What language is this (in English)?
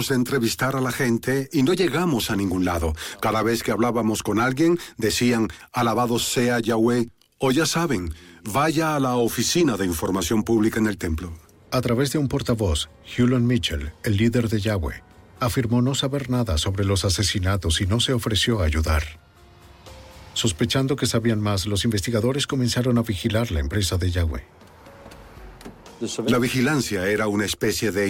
Spanish